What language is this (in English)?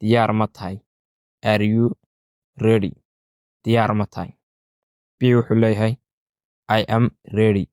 Somali